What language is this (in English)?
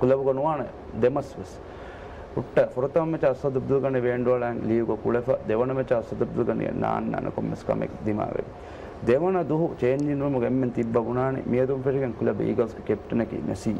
Divehi